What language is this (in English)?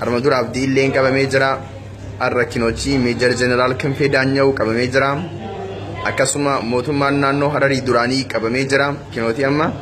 Oromo